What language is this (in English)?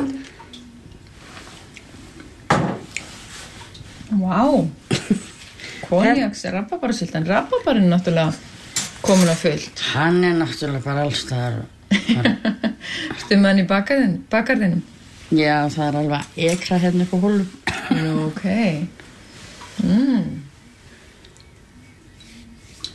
Icelandic